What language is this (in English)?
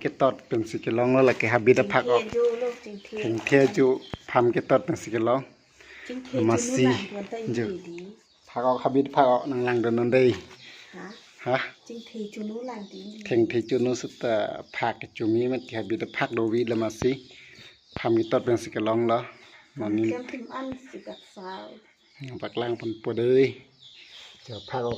Karbi